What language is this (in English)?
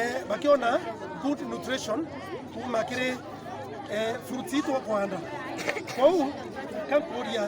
Meru